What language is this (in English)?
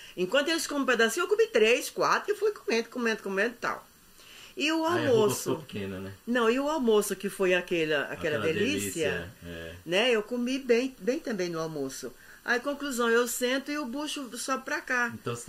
Portuguese